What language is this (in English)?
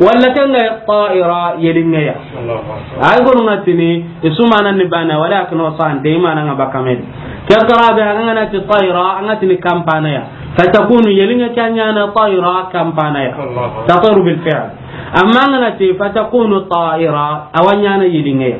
Soninke